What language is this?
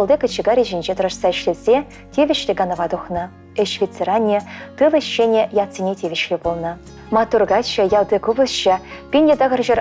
Chuvash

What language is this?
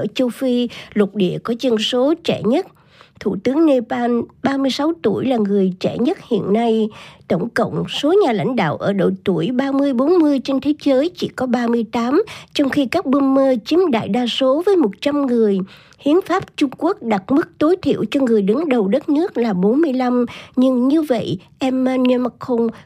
Vietnamese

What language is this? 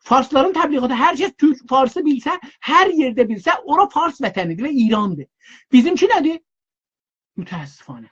South Azerbaijani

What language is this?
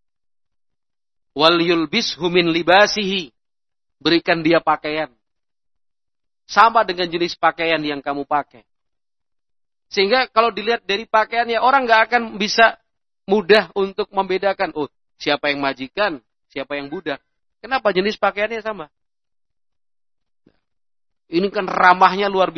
Indonesian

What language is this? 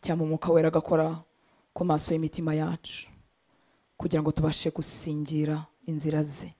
Kinyarwanda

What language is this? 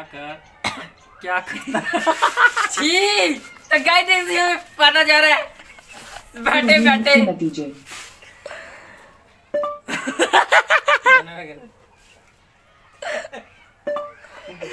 Hindi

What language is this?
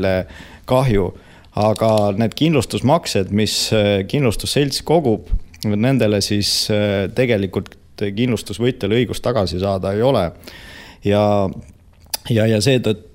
Estonian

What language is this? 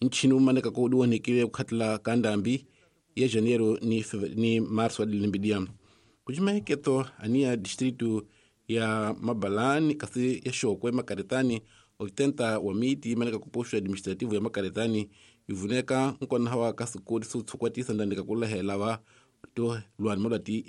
Tsonga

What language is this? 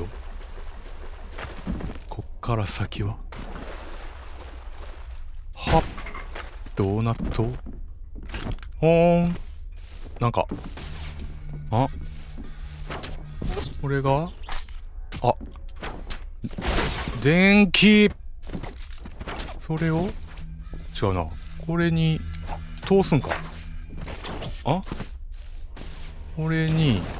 Japanese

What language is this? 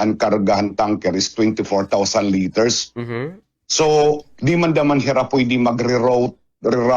Waray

